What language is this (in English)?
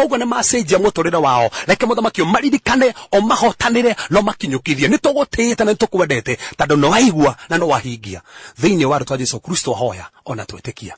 Kikuyu